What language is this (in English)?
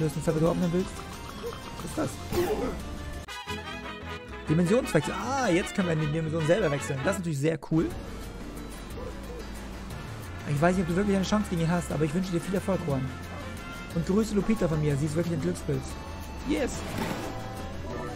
German